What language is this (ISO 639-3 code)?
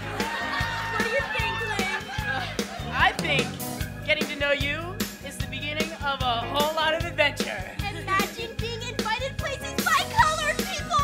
eng